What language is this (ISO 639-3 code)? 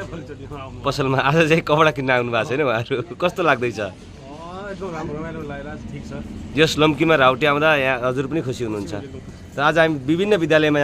nep